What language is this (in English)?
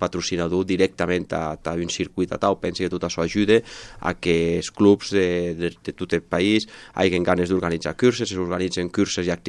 Catalan